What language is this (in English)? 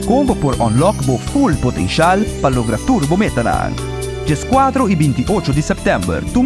Papiamento